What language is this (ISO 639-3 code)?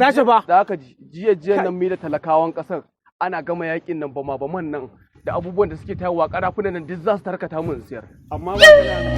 hau